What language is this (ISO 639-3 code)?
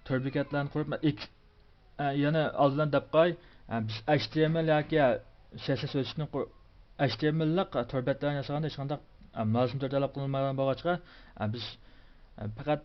uig